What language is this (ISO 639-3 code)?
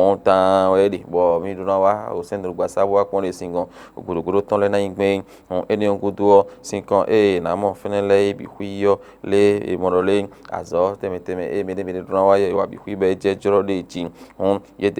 fon